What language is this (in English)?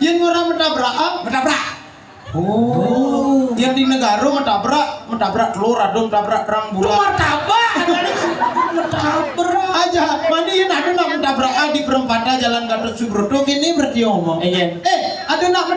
Balinese